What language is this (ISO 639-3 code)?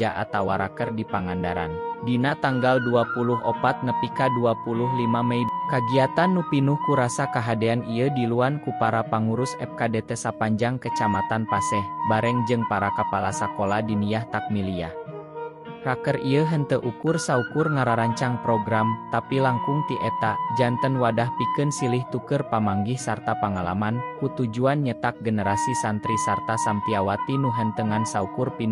sun